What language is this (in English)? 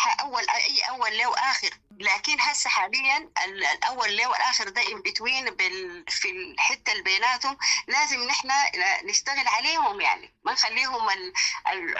Sudanese Arabic